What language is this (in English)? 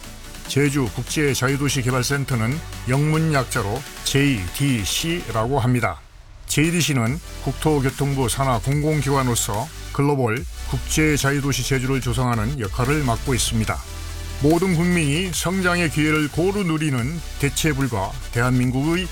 Korean